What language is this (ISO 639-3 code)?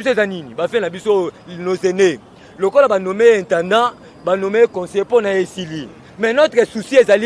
lin